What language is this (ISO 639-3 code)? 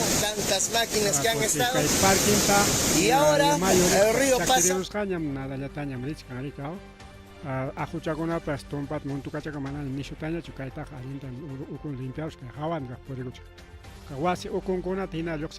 quy